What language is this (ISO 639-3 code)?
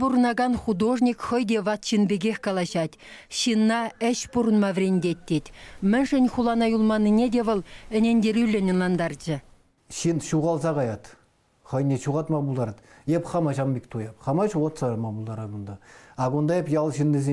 chv